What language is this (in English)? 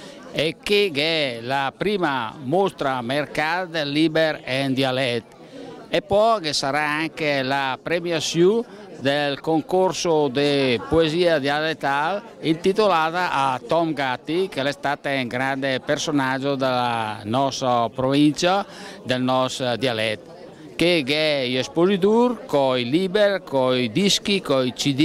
Lombard